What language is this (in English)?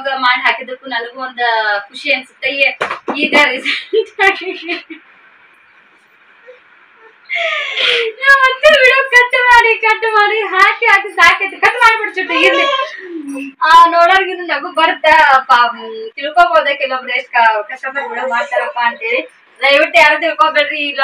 Kannada